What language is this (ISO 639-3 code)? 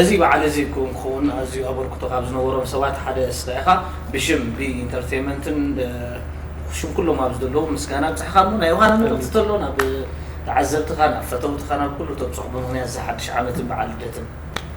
tir